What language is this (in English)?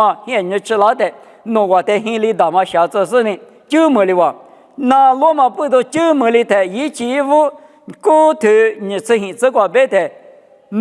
Lisu